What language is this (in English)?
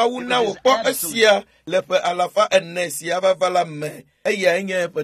Ewe